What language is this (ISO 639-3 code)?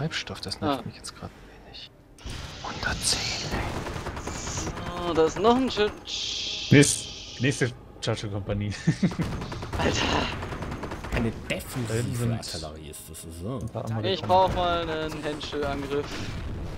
deu